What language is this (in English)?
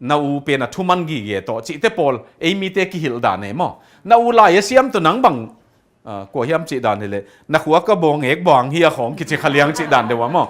Tedim Chin